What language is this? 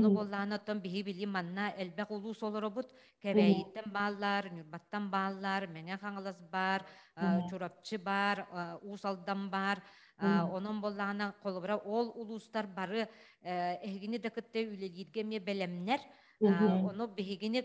Yakut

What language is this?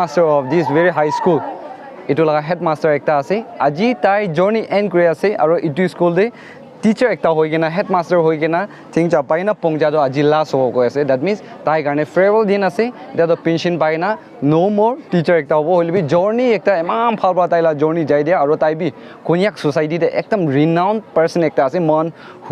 Naga Pidgin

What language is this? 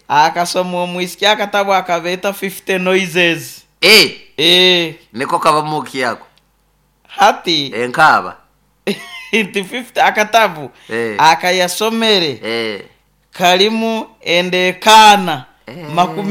Nyoro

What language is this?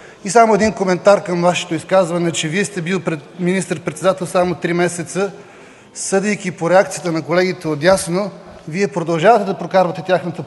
Bulgarian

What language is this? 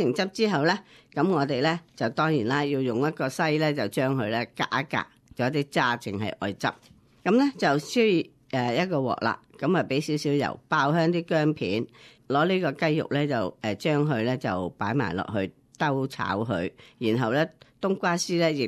Cantonese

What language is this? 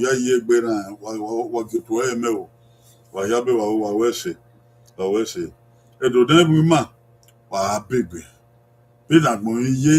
Bini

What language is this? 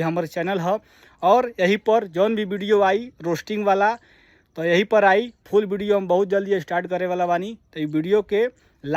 Bhojpuri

